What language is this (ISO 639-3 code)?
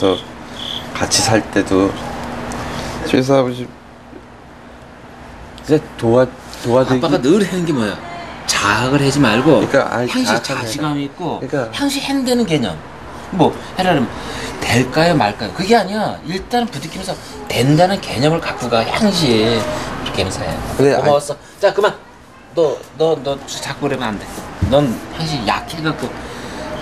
kor